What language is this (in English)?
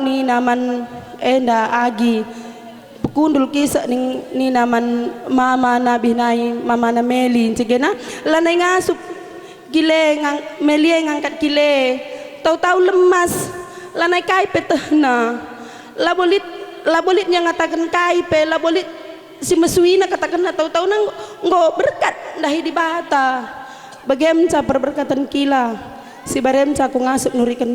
Batak Karo